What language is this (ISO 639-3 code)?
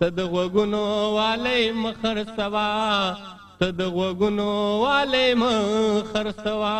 pus